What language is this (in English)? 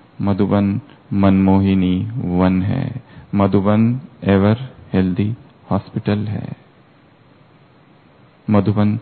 Hindi